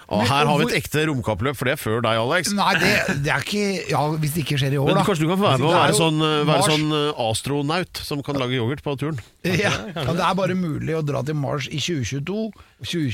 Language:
Norwegian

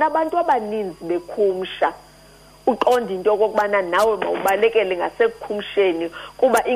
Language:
Xhosa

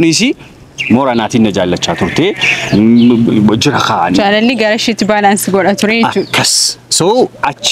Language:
Oromo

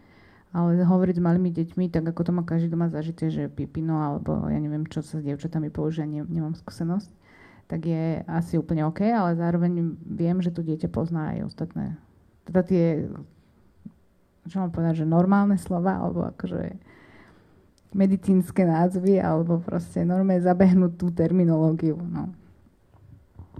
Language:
Slovak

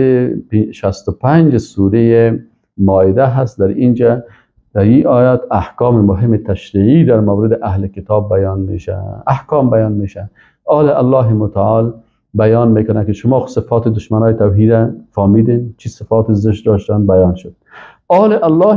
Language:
Persian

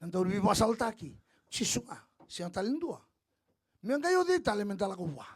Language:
Fijian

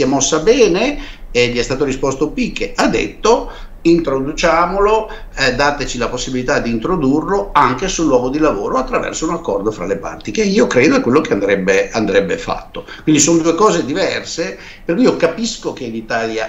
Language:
Italian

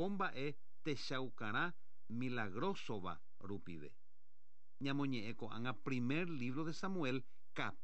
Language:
Guarani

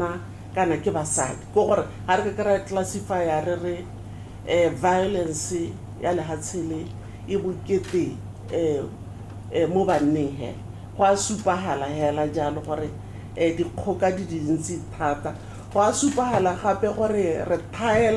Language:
Tswana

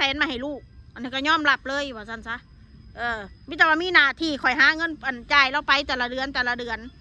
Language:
Northeastern Thai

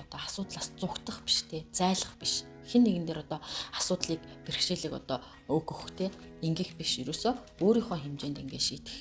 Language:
Mongolian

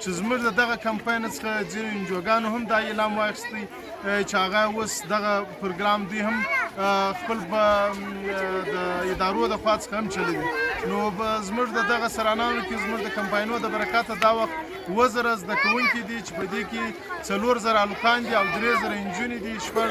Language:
Pashto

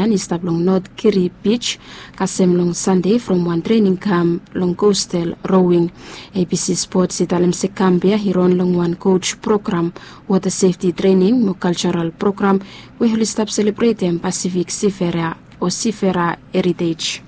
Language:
Bislama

